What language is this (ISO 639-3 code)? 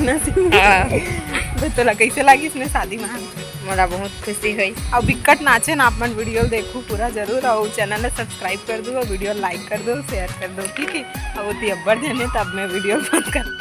hne